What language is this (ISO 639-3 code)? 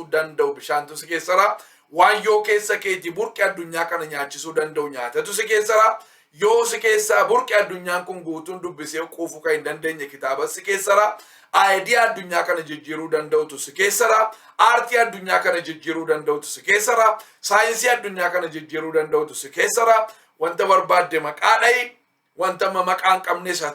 orm